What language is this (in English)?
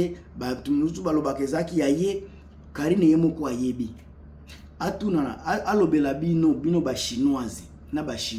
Lingala